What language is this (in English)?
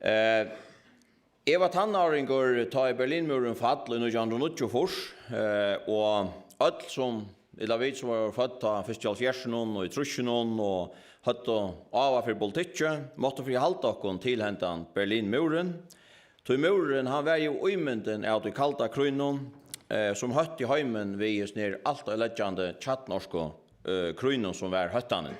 Faroese